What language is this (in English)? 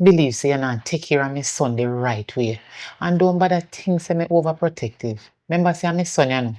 Jamaican Creole English